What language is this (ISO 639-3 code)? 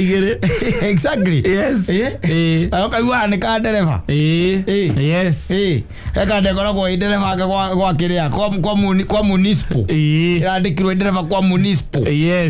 kik